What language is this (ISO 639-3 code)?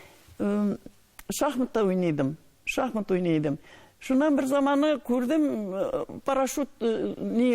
tat